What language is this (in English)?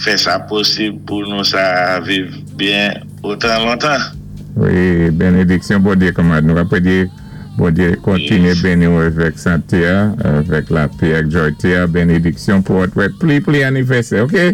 Saint Lucian Creole French